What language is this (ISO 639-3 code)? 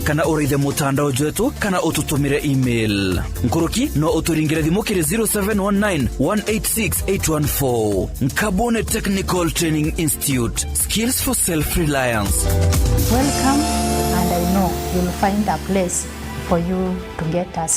mer